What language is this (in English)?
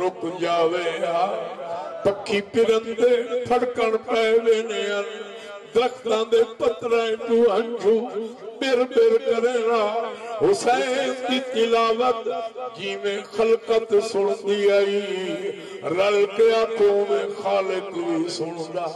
Saraiki